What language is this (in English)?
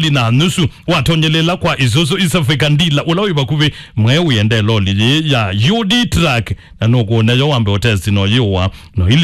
Kamba